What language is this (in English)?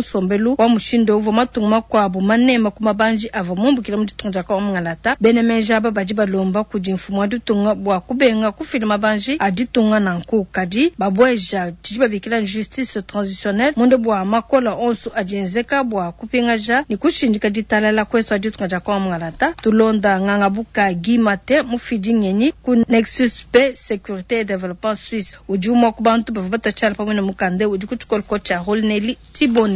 Luba-Lulua